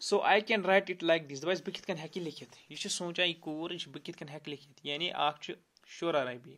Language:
Kashmiri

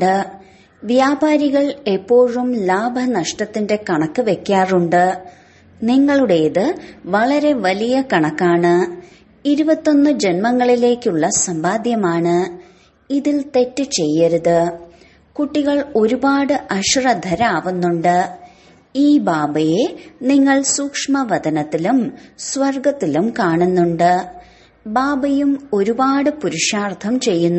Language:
Malayalam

